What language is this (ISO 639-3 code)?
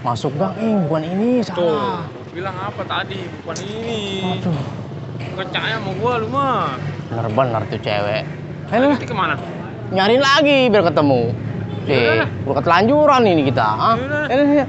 bew